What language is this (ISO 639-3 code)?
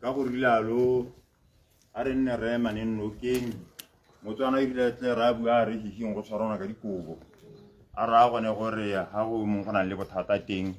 tsn